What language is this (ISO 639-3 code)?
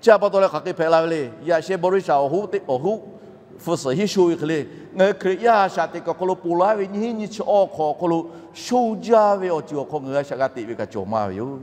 lhu